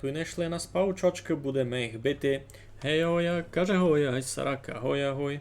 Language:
Rusyn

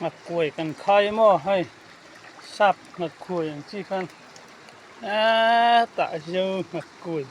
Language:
Mizo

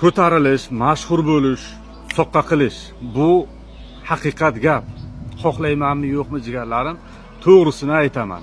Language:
Uzbek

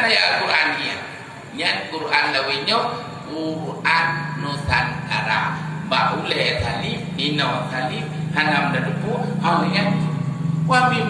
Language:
Achinese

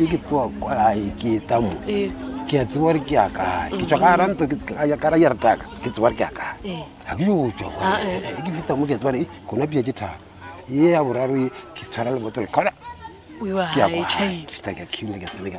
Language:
Northern Sotho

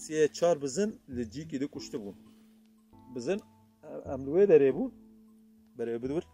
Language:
Kurdish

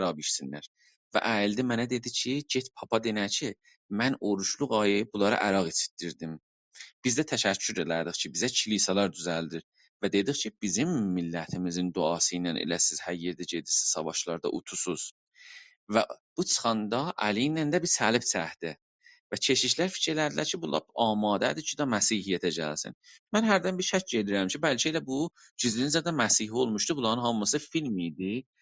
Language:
South Azerbaijani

